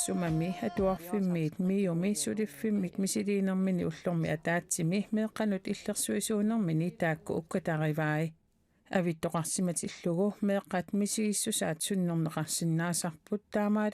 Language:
Kalaallisut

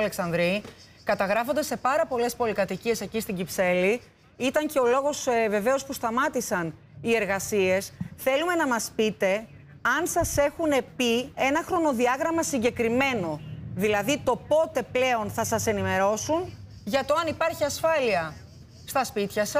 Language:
Greek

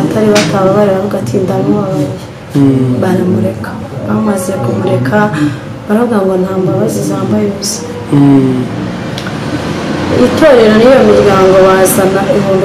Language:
Kinyarwanda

